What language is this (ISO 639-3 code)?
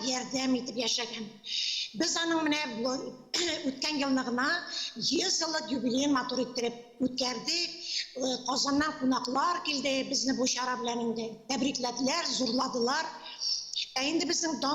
tat